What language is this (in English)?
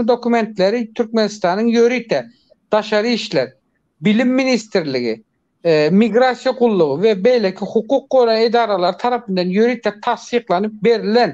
Turkmen